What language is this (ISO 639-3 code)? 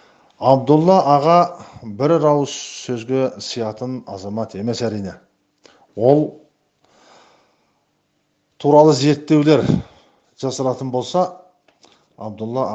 kaz